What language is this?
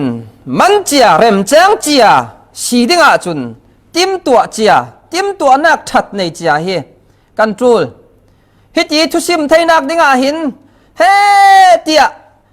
Falam Chin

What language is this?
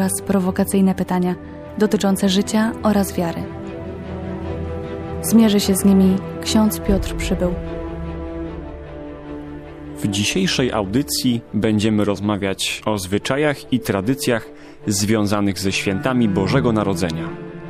Polish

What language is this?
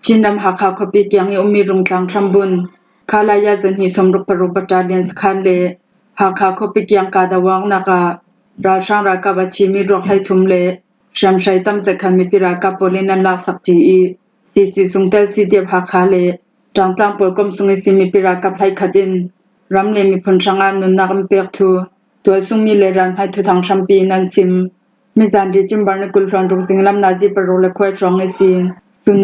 Falam Chin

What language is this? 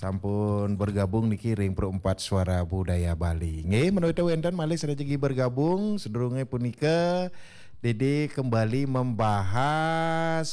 Balinese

